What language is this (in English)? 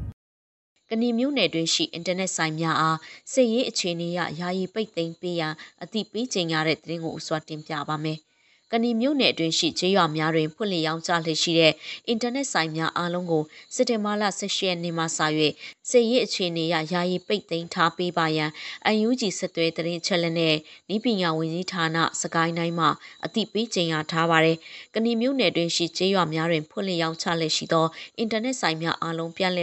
Burmese